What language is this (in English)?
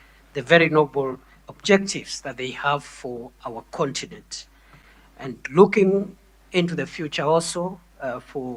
Meru